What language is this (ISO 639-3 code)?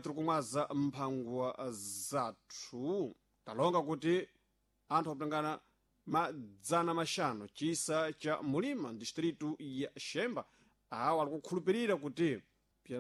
seh